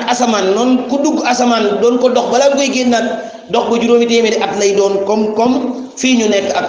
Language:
Wolof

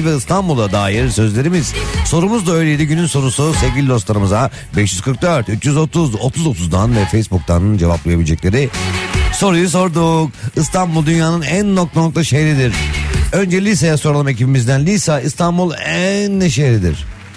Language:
Turkish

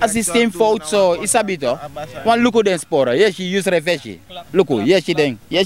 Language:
Sranan Tongo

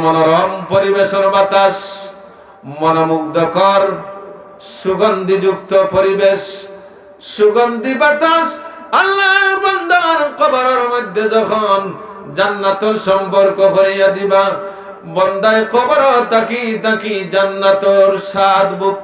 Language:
Sylheti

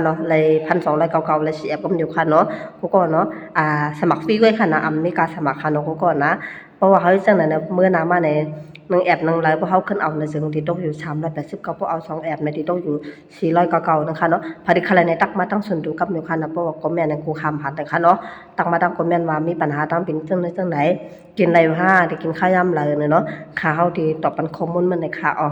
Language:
Shan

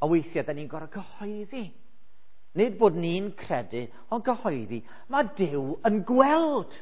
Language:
Welsh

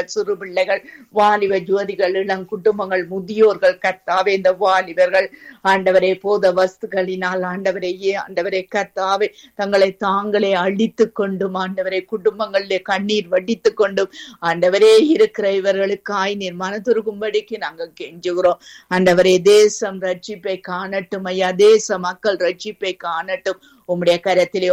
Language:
Tamil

